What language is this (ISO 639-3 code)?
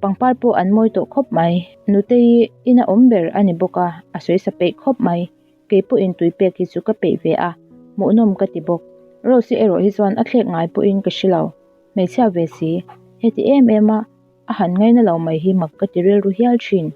lus